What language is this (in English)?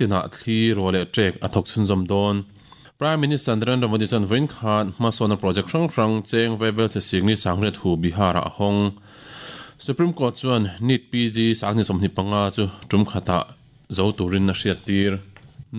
Mizo